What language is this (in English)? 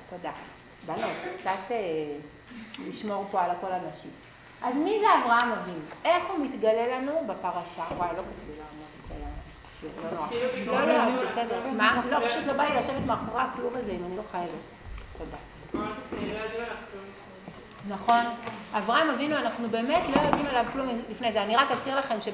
Hebrew